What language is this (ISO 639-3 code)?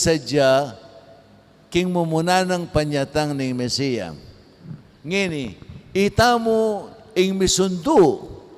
pam